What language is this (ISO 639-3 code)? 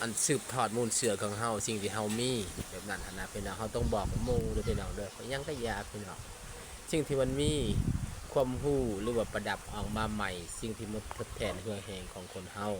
lao